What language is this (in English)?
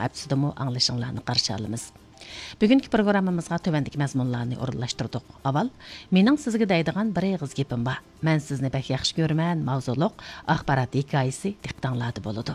Uyghur